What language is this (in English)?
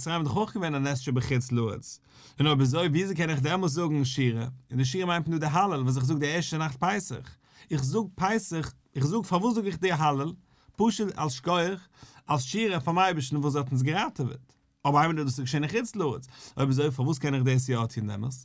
Yiddish